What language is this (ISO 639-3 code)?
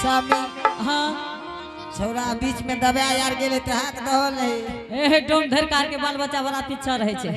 anp